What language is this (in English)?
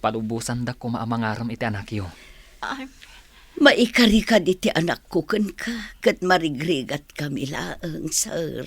Iloko